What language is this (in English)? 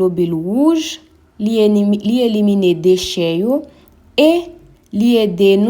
Haitian Creole